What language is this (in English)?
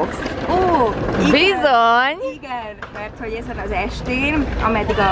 Hungarian